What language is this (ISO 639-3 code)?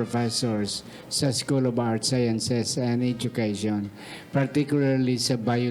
hil